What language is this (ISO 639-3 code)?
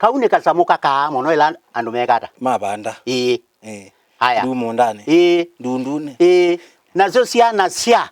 kam